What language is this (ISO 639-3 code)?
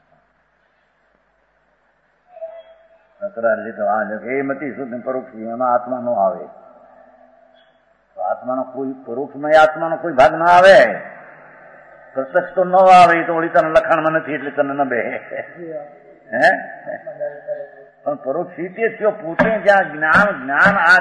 guj